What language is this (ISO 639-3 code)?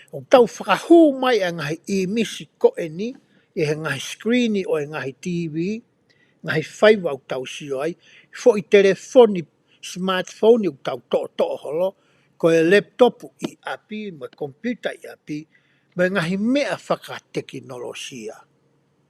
ton